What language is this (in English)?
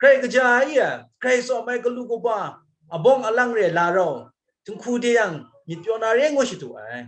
Kachin